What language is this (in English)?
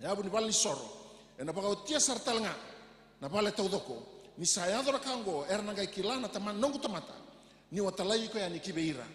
Fijian